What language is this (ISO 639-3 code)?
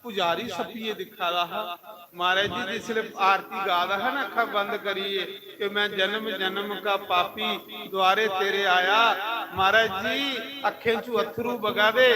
doi